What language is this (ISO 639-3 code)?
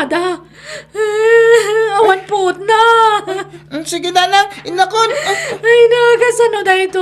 ilo